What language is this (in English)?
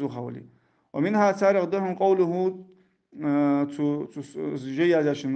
Ingush